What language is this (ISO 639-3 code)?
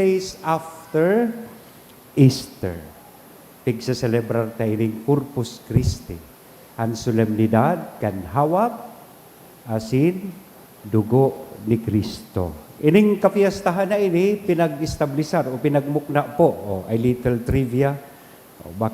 bik